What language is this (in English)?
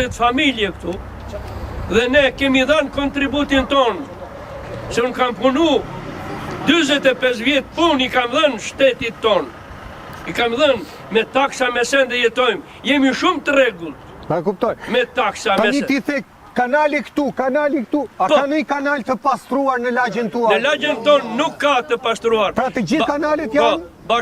Albanian